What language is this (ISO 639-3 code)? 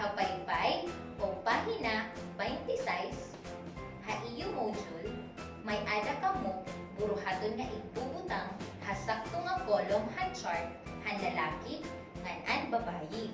war